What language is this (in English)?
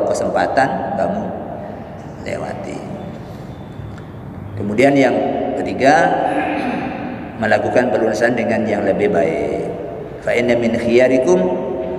Indonesian